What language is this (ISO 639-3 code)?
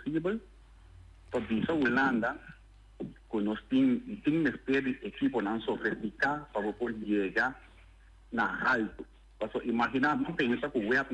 pap